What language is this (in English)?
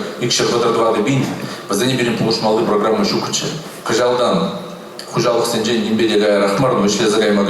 Chuvash